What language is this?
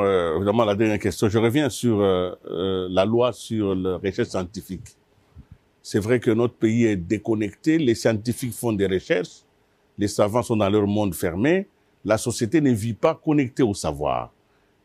French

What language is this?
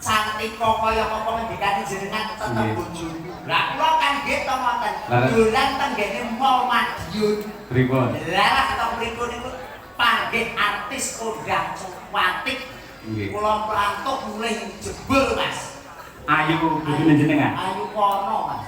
Javanese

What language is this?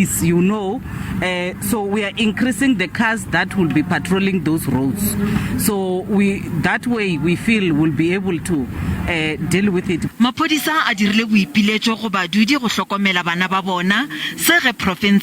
Northern Sotho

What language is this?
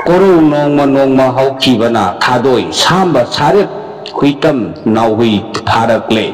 Manipuri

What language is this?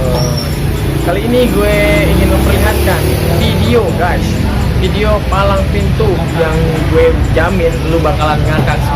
Betawi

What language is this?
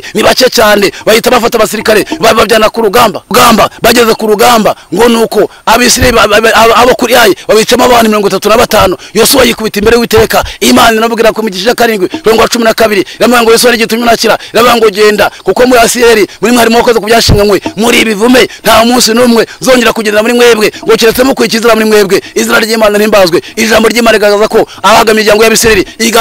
Kinyarwanda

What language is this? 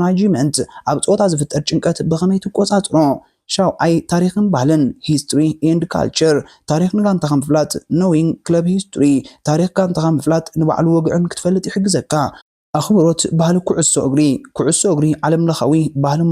Tigrinya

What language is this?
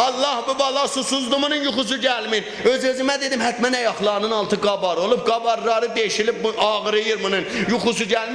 South Azerbaijani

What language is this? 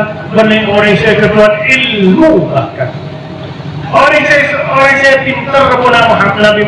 Madurese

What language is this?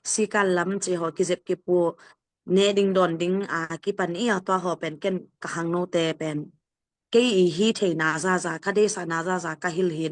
Tedim Chin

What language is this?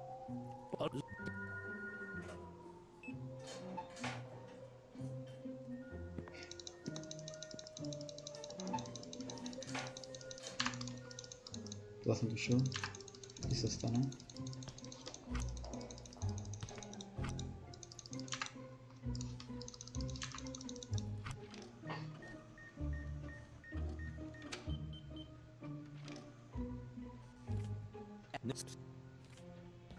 Czech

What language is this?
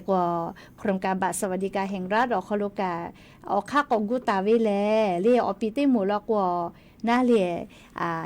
Lahu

